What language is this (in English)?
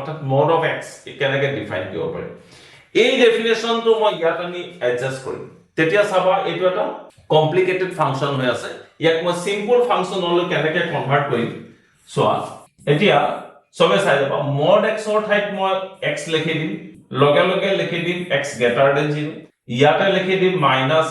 Assamese